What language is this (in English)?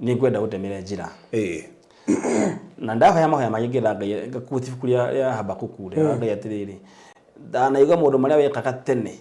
Kikuyu